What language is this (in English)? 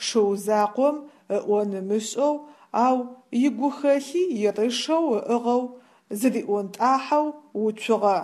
Adyghe